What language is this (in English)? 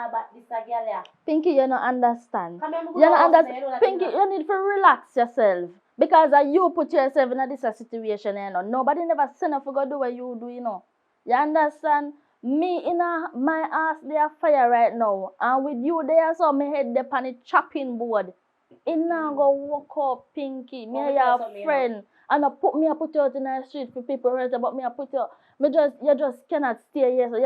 Jamaican Creole English